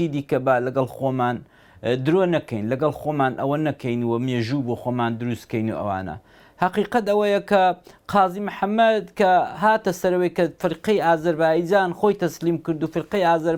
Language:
Central Kurdish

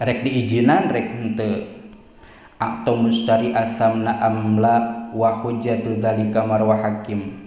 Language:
Sundanese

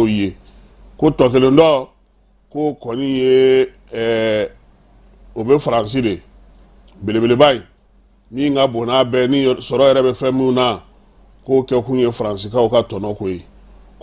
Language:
Bambara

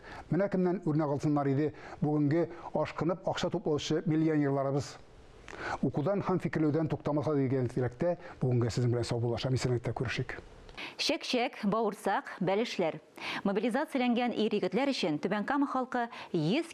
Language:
Tatar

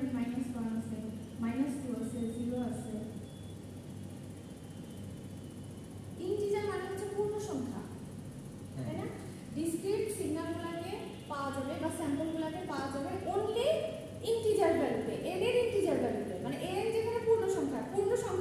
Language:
Bangla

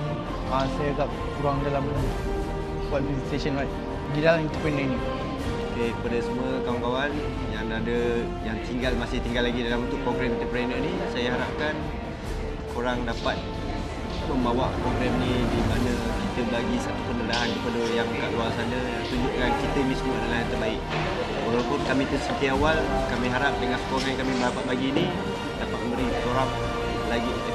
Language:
Malay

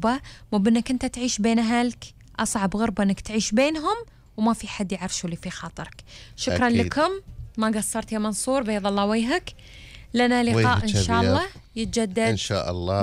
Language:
Gulf Arabic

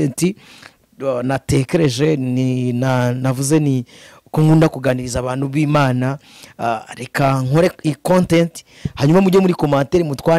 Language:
Kinyarwanda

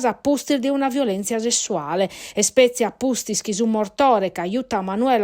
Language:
Sardinian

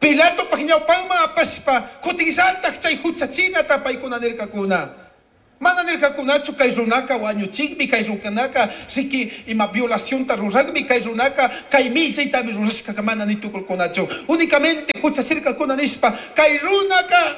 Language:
Chimborazo Highland Quichua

